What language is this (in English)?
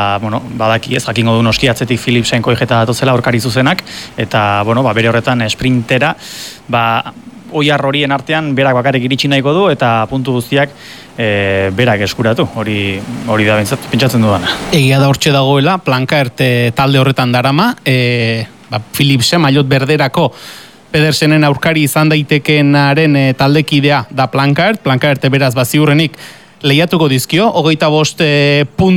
Basque